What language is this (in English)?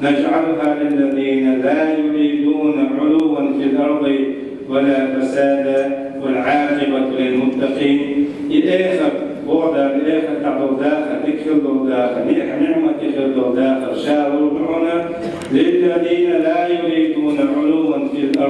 Chechen